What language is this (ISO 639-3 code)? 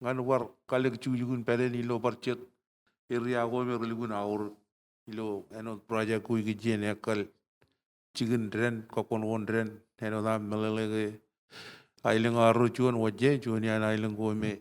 mah